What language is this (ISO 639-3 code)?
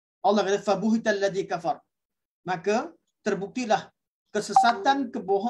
msa